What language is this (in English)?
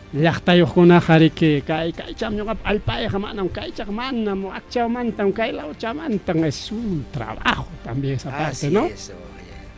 Ayacucho Quechua